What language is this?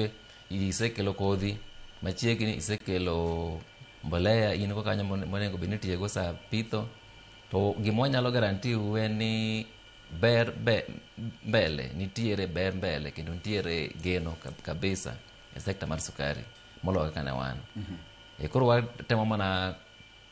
Luo (Kenya and Tanzania)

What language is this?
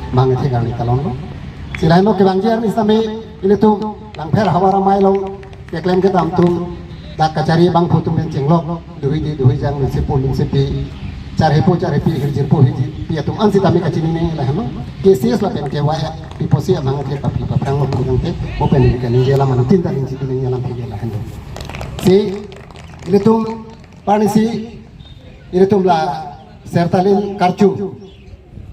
Karbi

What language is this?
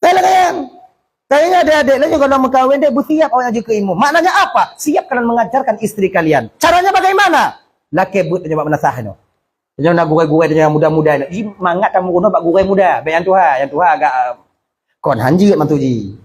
Achinese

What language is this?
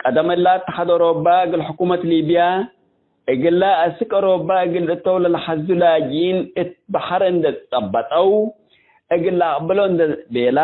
Tigre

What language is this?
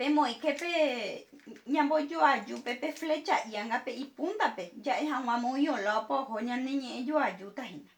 Guarani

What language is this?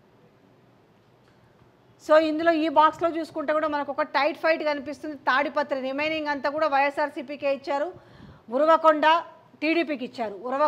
Telugu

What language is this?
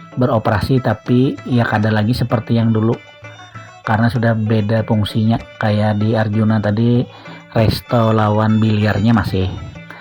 Banjar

